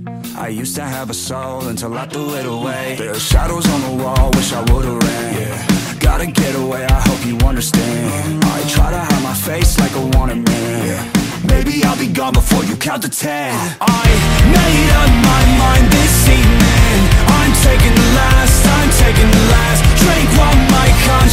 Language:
English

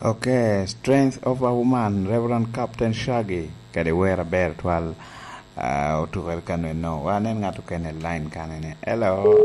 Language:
Lango (Uganda)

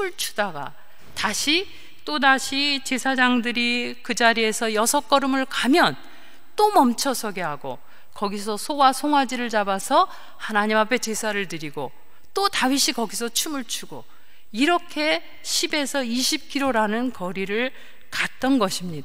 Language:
Korean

